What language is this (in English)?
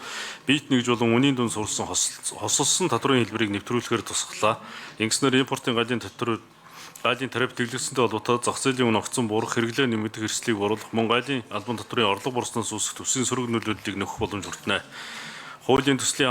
Mongolian